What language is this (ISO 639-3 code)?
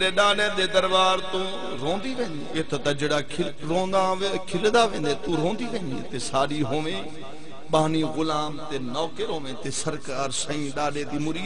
skr